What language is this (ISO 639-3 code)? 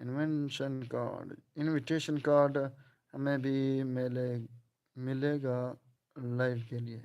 skr